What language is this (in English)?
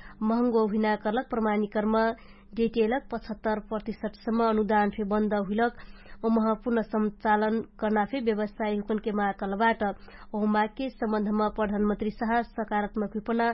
Dangaura Tharu